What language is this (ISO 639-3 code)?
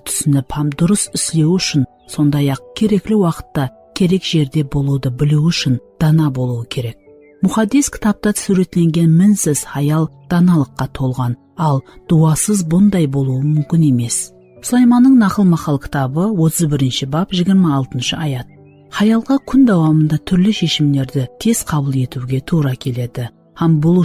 kaa